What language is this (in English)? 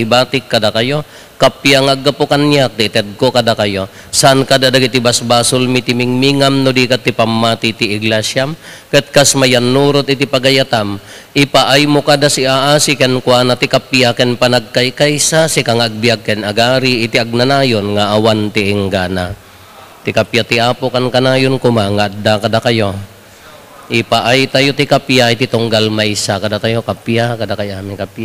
Iloko